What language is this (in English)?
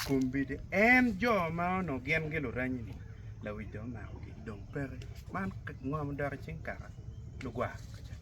Acoli